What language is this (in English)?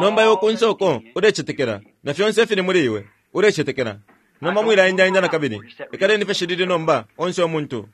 Bemba